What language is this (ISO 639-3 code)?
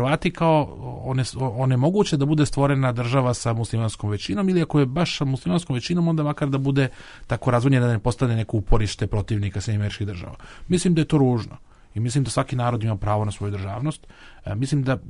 bos